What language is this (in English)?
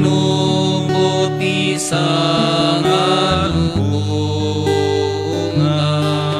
Iloko